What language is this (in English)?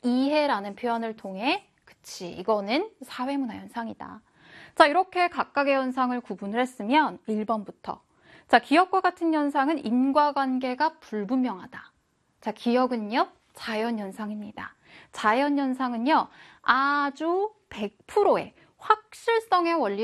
Korean